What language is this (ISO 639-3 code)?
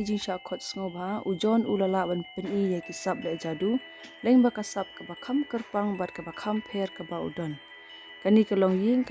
kha